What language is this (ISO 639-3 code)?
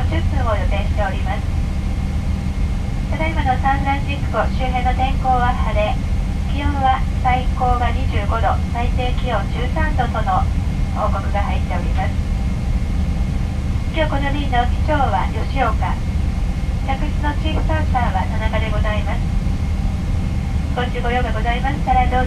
jpn